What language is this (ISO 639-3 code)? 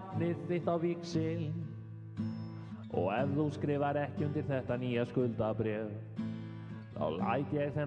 isl